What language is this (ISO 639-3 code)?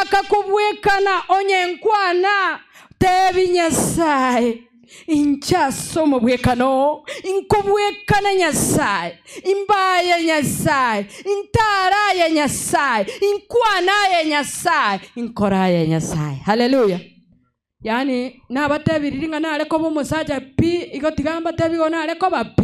guz